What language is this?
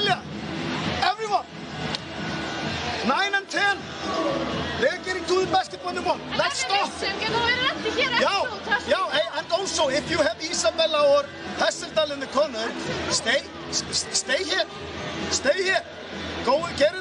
Icelandic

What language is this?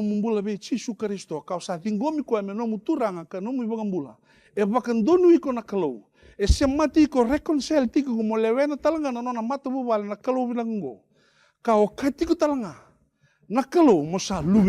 Fijian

